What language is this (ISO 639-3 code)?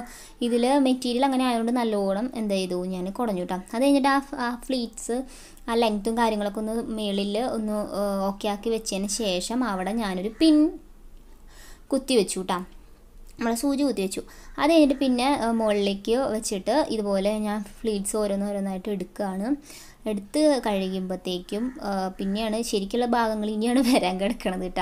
mal